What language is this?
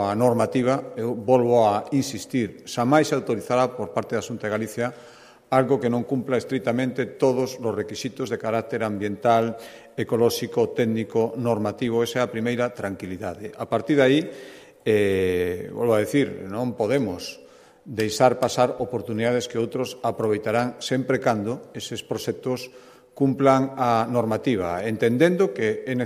Galician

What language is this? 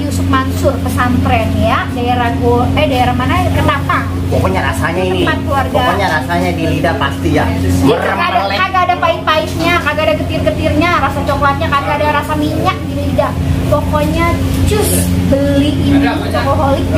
Betawi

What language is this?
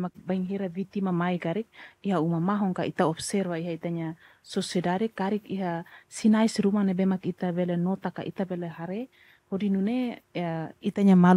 Tetum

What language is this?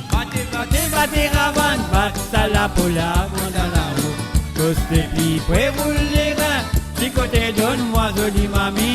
Morisyen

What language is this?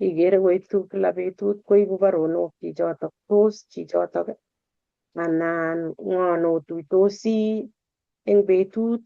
Kalenjin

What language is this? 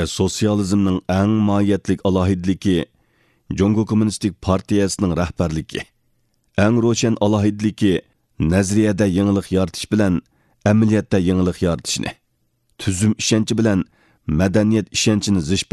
Uyghur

